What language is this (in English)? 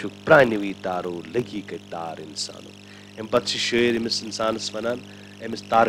Kashmiri